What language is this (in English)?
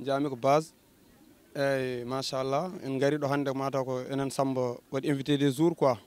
Fula